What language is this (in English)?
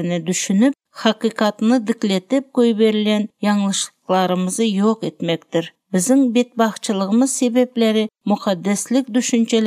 Turkmen